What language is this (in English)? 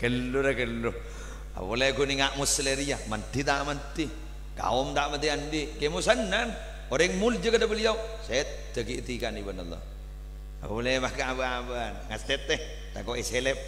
Madurese